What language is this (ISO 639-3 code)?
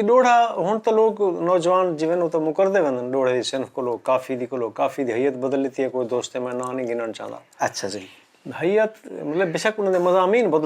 skr